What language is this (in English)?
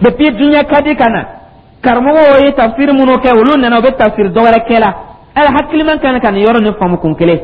Dyula